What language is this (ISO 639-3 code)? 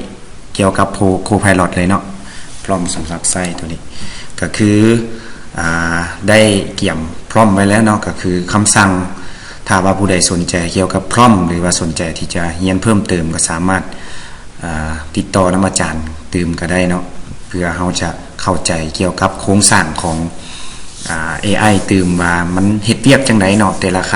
lao